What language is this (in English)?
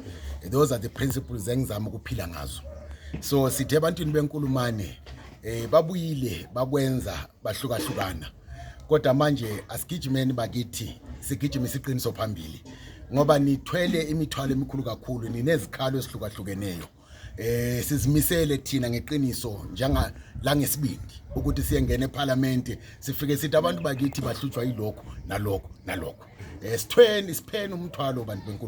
Zulu